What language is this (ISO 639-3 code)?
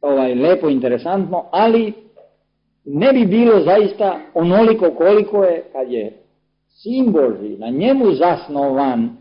srp